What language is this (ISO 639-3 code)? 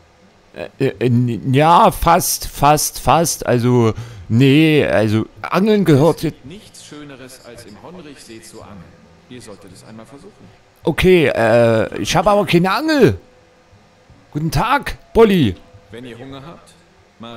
deu